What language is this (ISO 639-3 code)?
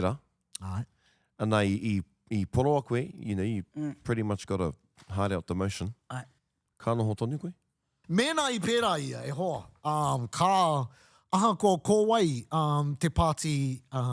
mri